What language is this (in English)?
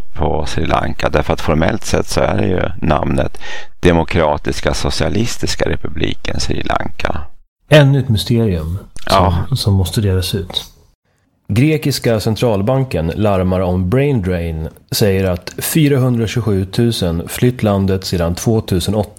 Swedish